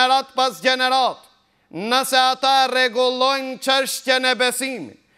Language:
Albanian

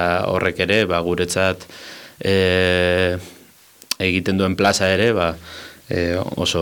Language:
Basque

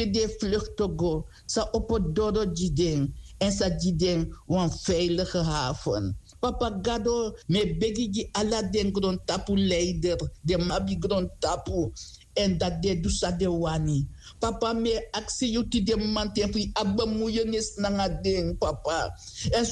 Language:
Sranan Tongo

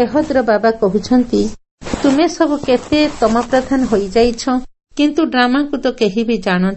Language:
Odia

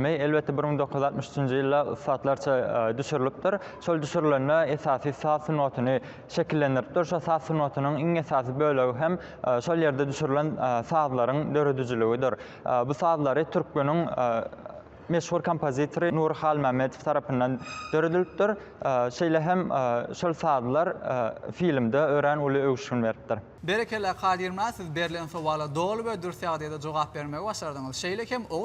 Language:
Turkmen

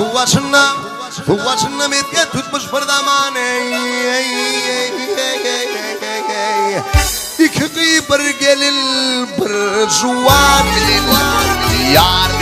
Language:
Turkmen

